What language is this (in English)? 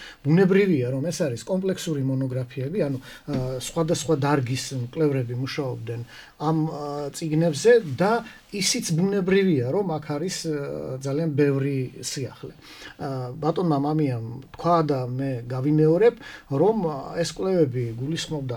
Georgian